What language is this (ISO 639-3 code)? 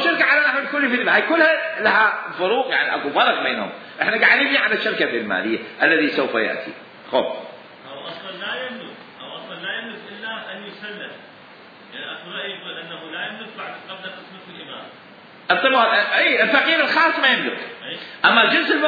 acm